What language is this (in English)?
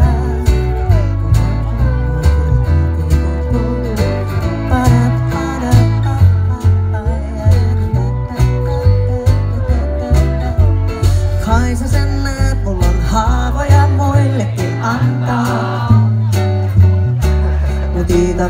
Finnish